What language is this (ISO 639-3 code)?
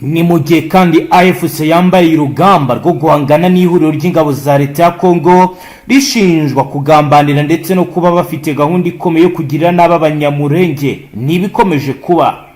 kin